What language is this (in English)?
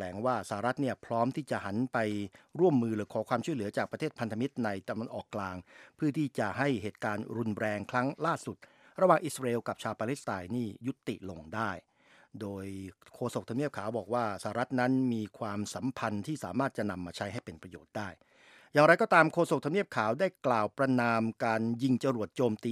Thai